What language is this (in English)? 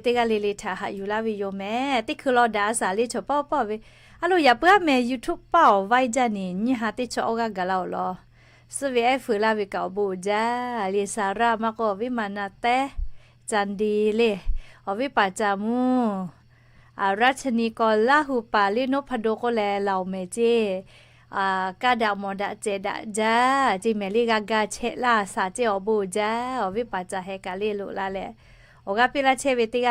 Lahu